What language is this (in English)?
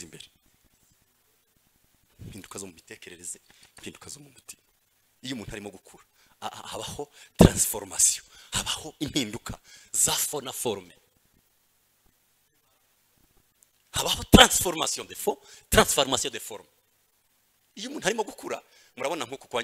Kinyarwanda